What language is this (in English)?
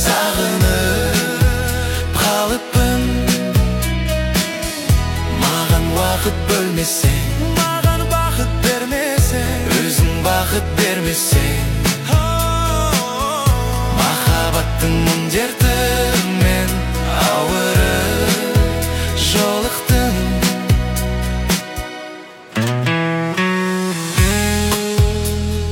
Kazakh